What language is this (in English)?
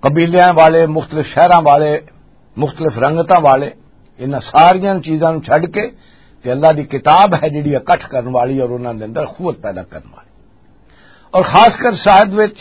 Western Panjabi